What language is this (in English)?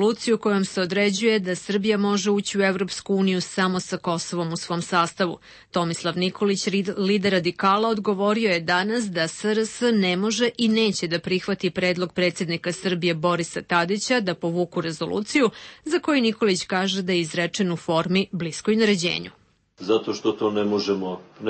Serbian